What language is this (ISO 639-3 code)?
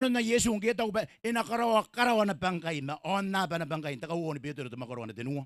gil